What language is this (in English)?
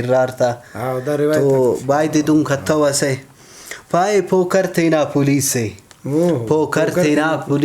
Brahui